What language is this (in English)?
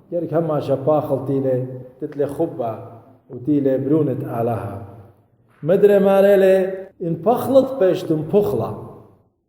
Assyrian Neo-Aramaic